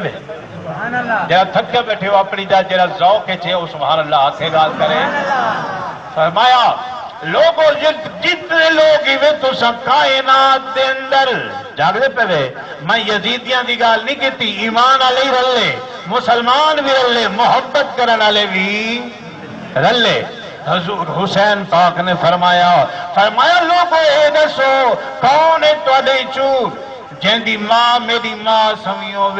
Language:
Saraiki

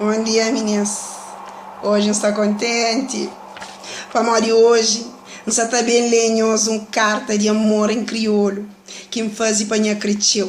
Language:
Kabuverdianu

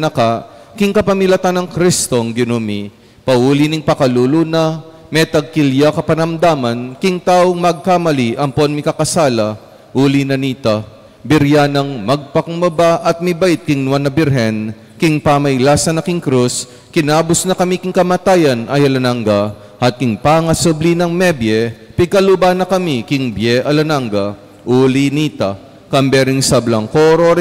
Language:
Pampanga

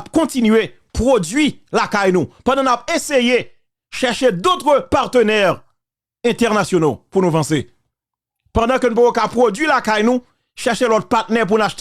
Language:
Haitian Creole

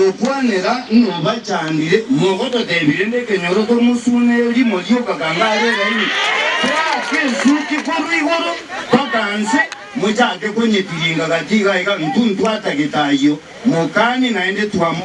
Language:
Gusii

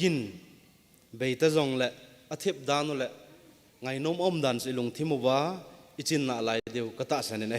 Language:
Thado Chin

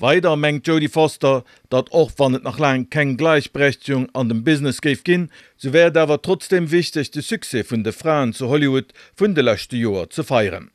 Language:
Luxembourgish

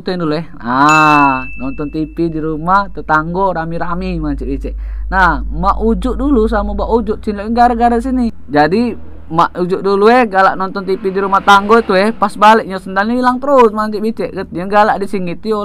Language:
Musi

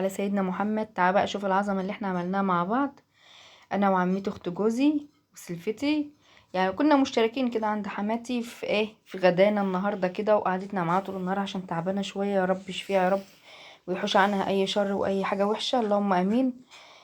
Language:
Egyptian Arabic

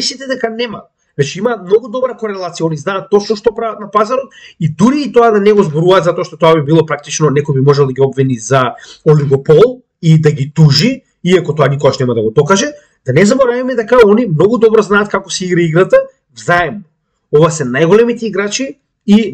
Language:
Macedonian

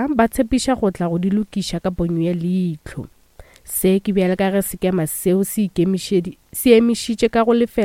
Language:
Northern Sotho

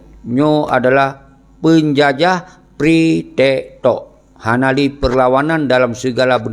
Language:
Achinese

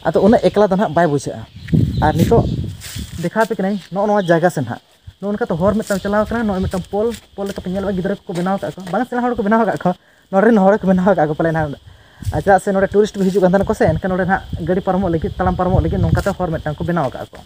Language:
Santali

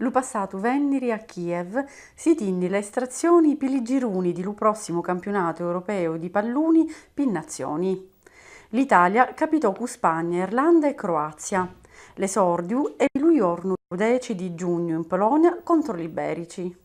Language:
Sicilian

